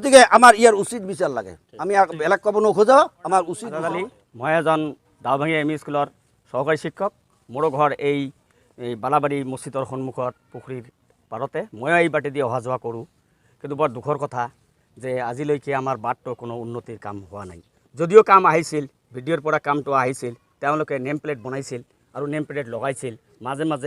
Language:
Assamese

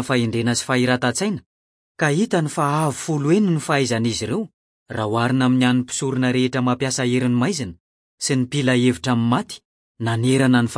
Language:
Malagasy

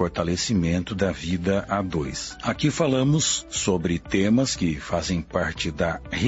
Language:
Portuguese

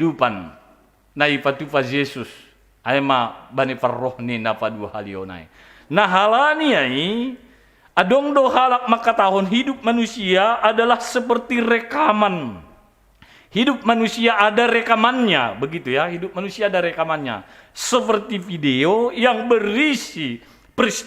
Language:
Batak Simalungun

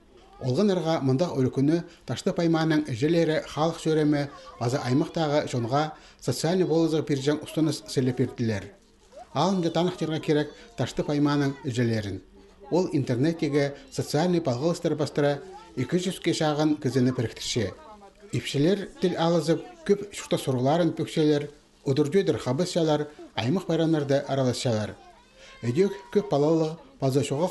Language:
Khakas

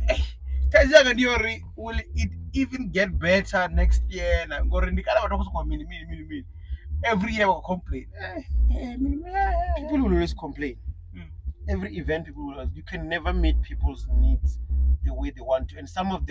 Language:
Venda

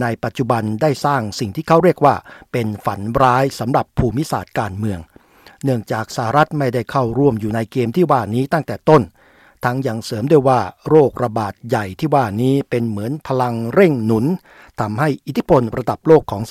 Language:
Thai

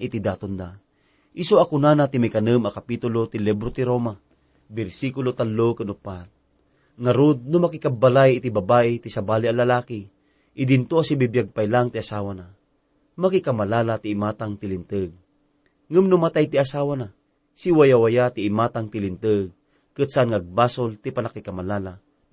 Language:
Iloko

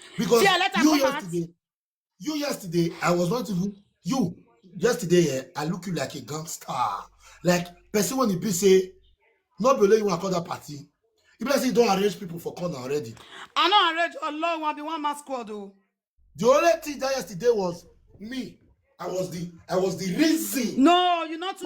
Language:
Nigerian Pidgin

